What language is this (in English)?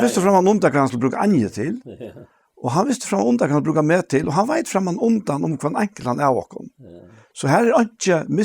Faroese